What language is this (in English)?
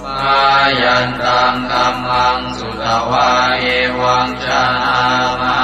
Pali